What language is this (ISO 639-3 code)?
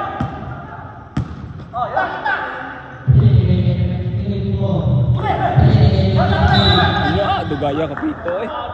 fil